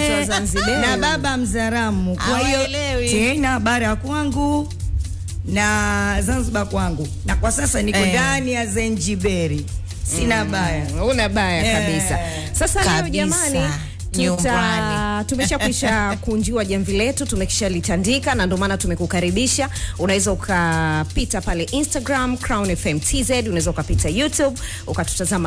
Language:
Swahili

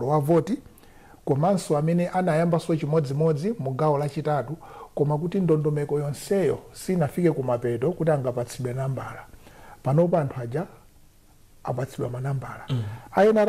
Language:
Nyanja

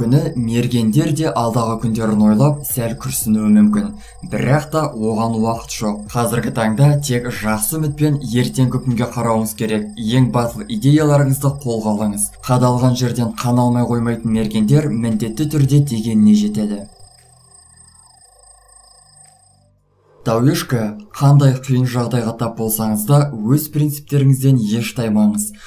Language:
Kazakh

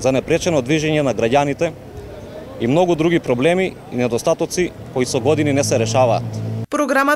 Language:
Macedonian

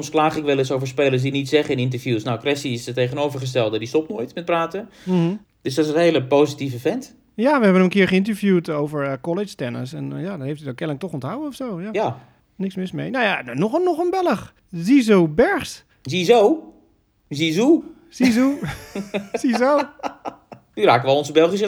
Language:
Dutch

